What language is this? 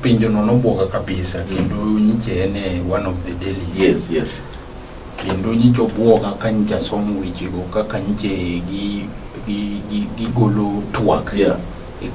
Luo (Kenya and Tanzania)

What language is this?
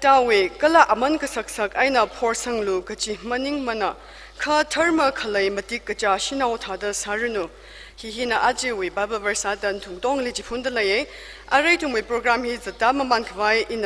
Tangkhul Naga (India)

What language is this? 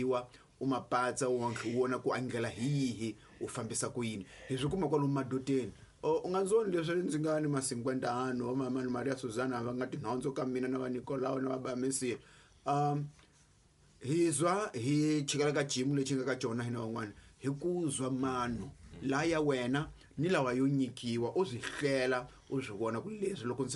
Tsonga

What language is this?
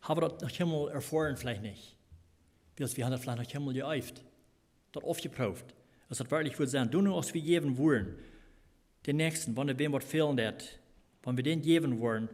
Plautdietsch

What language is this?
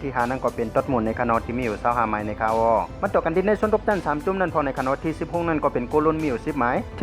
Shan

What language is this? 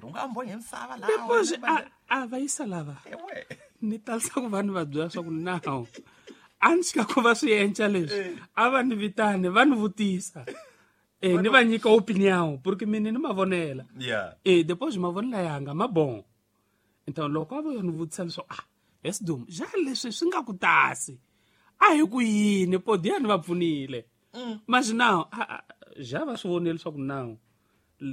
Tsonga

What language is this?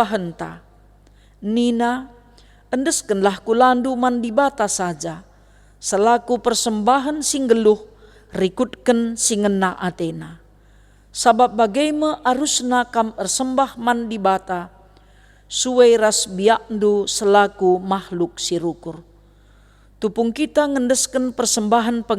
Batak Karo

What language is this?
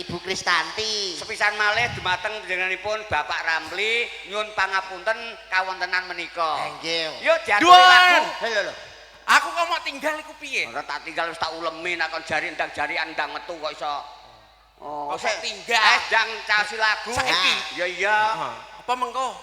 Javanese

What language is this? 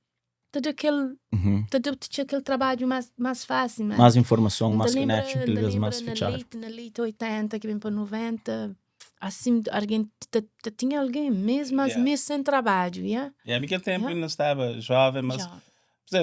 Kabuverdianu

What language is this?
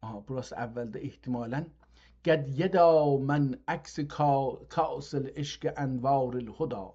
South Azerbaijani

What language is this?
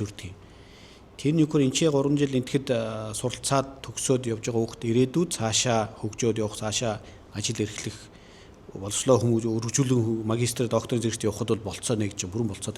Mongolian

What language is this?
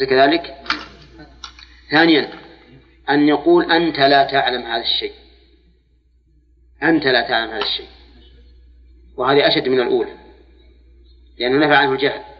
Arabic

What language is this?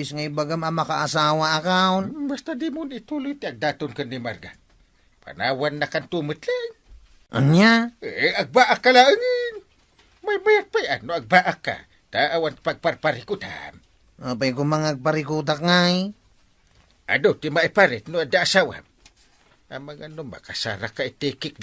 Iloko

